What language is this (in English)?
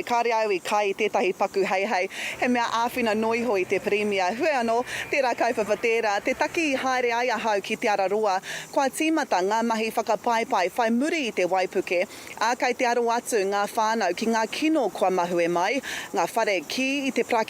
Māori